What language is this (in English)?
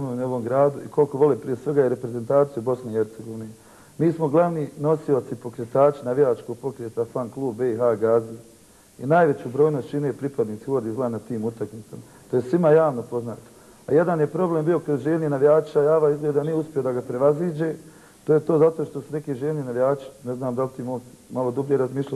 Bosnian